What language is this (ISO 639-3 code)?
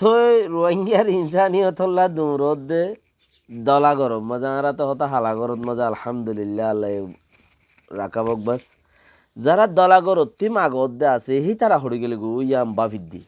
rhg